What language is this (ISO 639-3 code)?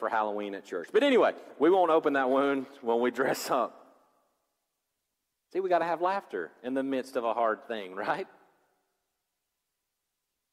eng